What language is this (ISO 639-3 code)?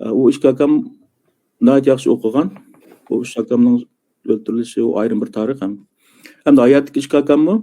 uig